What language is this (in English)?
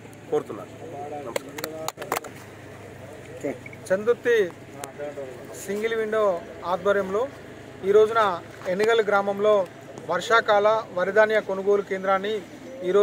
Telugu